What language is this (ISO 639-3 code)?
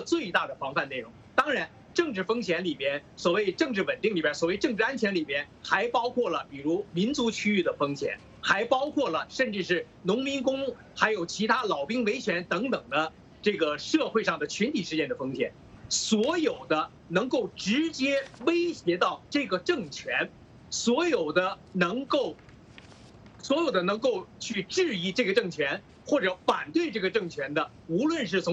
zho